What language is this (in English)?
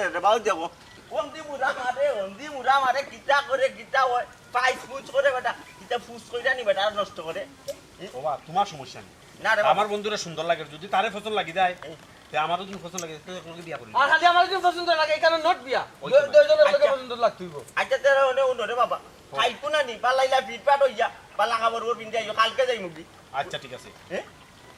Sylheti